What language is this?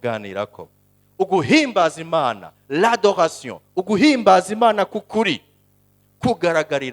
Rundi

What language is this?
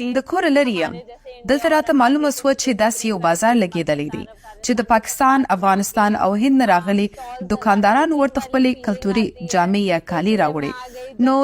Pashto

